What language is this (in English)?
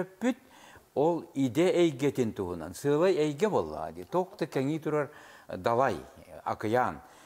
Yakut